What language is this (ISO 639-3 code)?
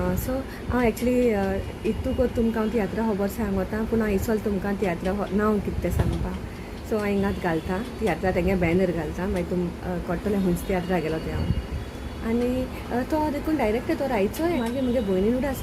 kok